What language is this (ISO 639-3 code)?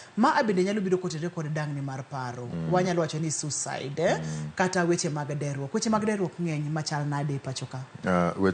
luo